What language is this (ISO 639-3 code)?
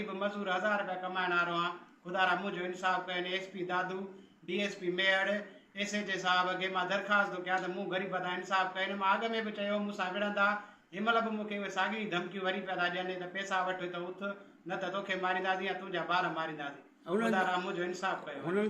snd